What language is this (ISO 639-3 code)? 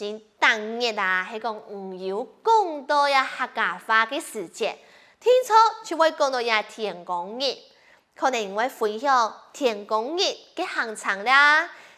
hak